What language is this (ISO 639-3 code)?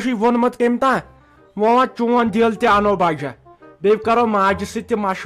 kas